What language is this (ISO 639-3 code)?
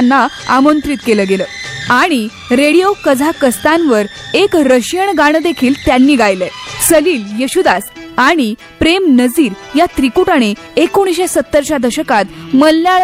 mar